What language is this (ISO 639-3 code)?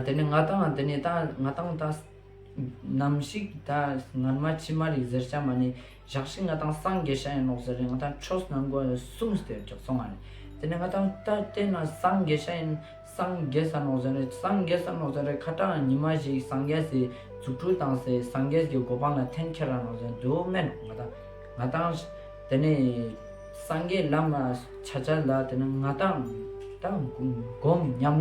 lbj